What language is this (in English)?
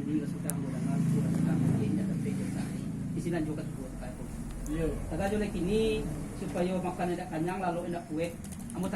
Minangkabau